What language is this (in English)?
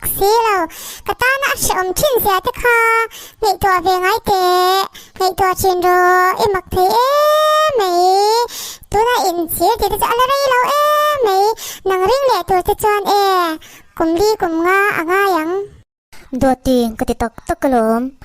Mizo